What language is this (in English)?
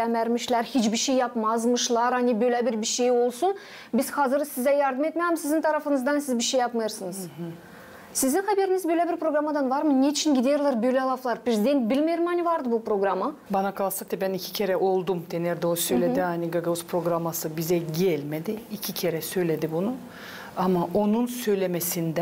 Gagauz